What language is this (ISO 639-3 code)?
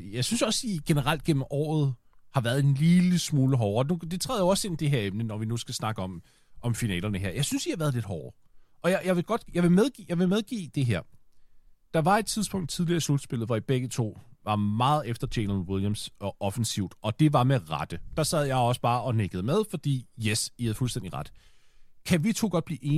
dan